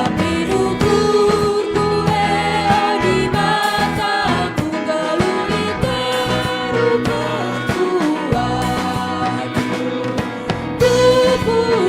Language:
Batak Karo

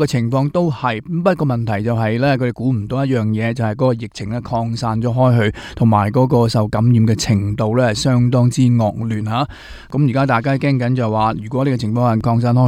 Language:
Cantonese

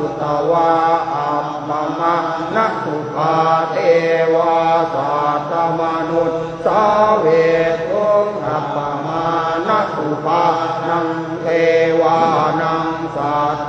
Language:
Pali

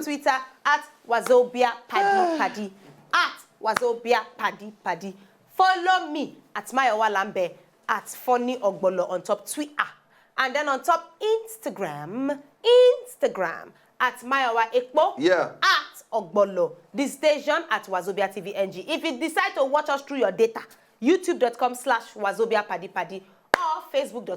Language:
Nigerian Pidgin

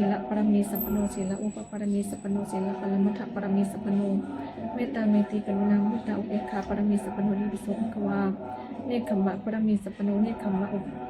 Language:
Pali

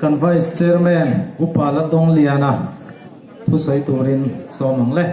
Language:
Hmar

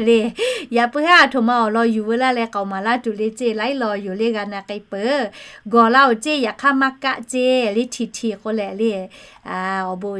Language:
Lahu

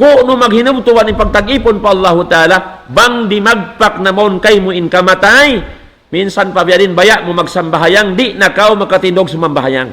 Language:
Tausug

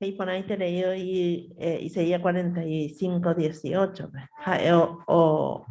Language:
Guarani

